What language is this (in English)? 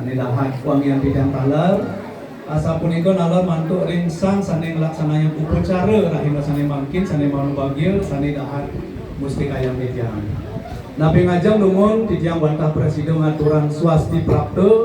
Balinese